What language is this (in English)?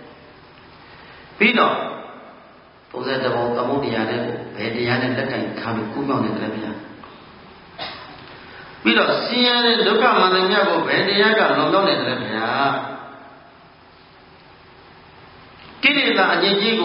Burmese